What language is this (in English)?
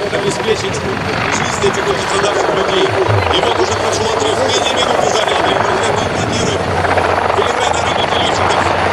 Russian